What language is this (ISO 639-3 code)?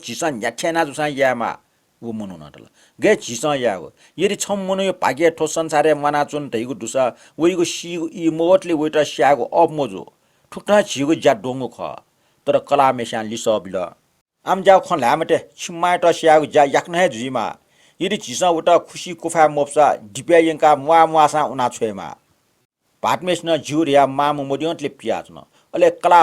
new